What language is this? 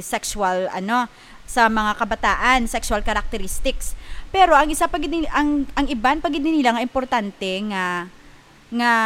Hiligaynon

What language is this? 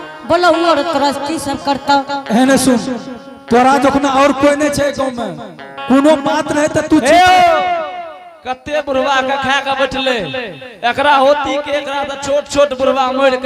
Angika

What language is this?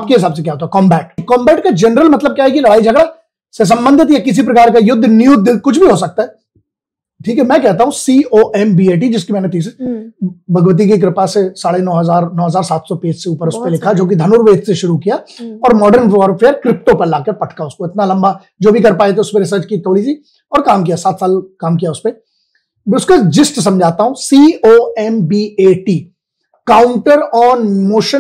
Hindi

